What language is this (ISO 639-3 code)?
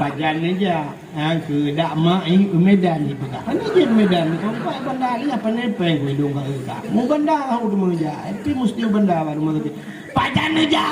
ace